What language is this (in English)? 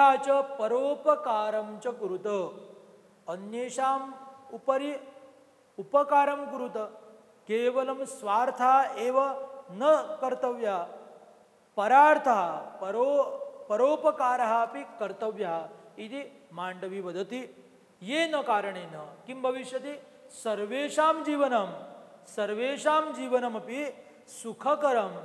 Sanskrit